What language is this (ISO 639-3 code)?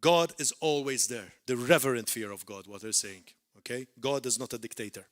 eng